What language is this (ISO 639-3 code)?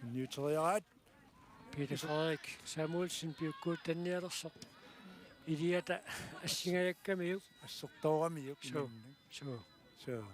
kal